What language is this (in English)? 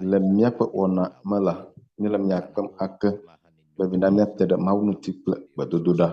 Ewe